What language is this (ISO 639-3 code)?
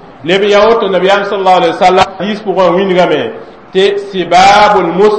mos